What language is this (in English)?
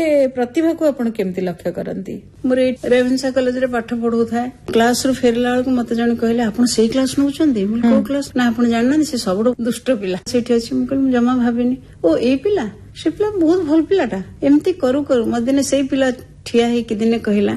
Odia